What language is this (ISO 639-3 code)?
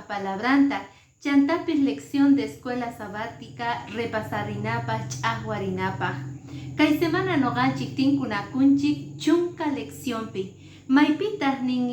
que